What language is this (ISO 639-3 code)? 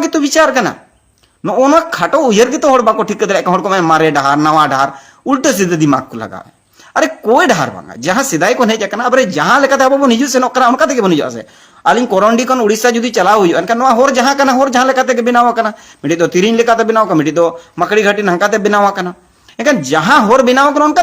sat